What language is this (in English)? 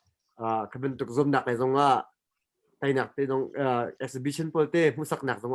Hakha Chin